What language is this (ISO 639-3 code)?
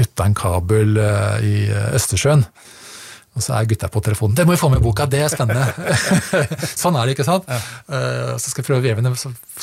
nor